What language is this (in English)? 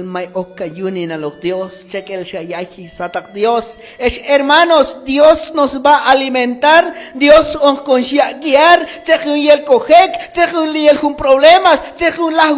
Q'anjob'al